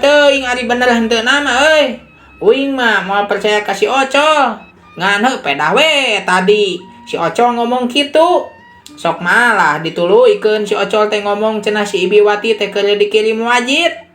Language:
Sundanese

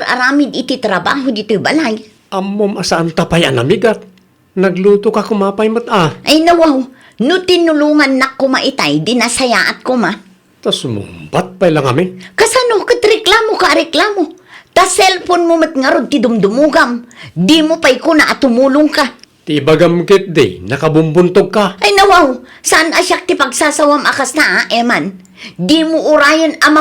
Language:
Iloko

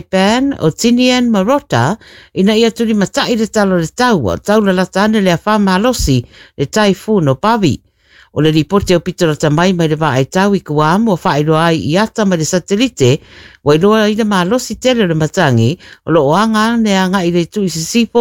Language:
Samoan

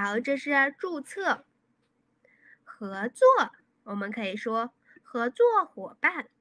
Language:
Chinese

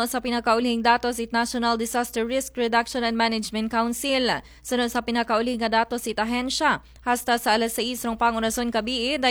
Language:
Aklanon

